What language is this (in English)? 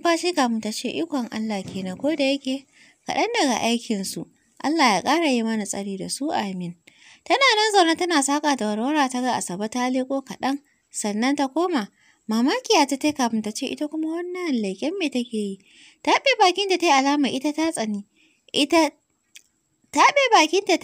Hausa